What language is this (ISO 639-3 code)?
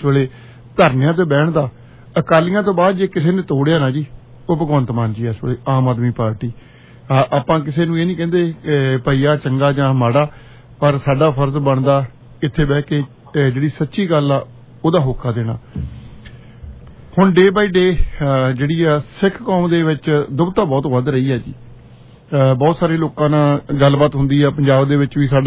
pan